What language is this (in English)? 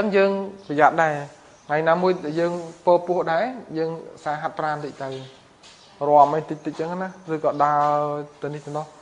Khmer